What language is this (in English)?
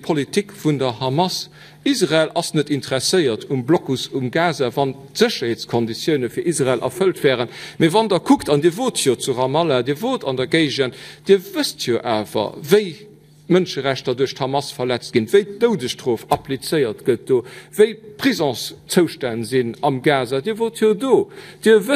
Luxembourgish